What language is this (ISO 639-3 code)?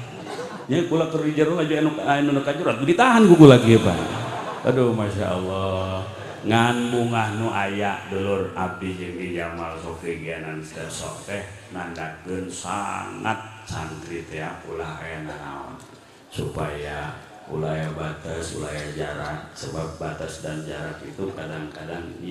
sun